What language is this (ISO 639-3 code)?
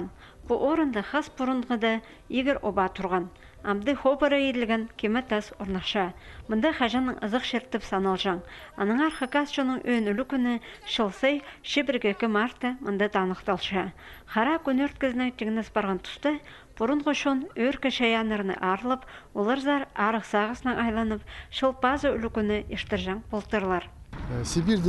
kjh